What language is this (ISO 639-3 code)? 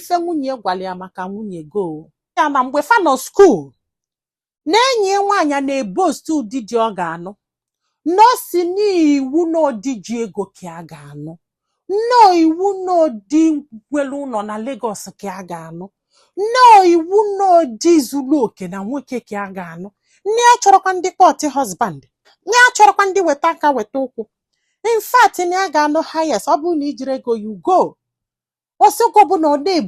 ibo